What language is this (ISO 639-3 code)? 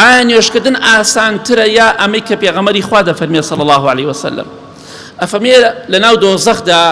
ckb